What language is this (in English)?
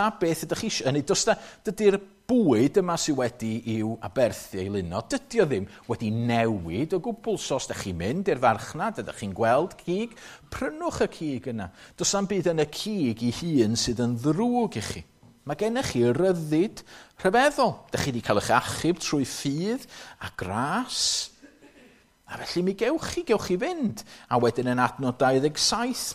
Welsh